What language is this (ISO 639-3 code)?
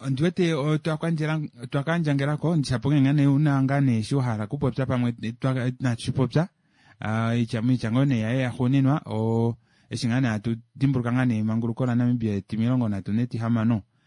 kua